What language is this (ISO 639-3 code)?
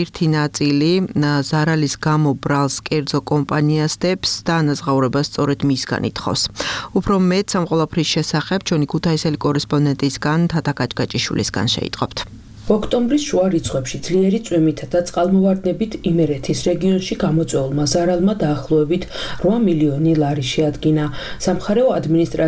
kat